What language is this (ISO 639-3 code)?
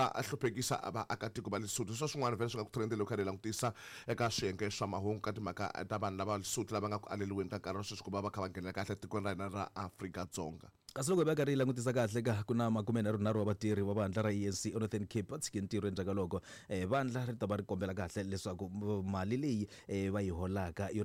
tso